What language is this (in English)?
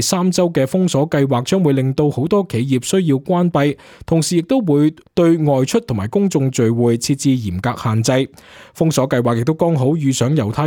Cantonese